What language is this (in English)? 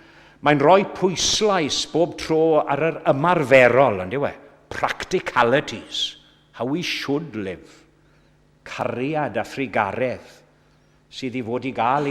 Welsh